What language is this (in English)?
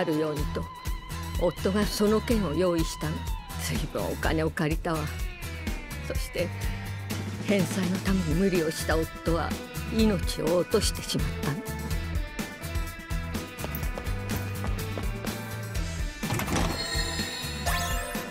Japanese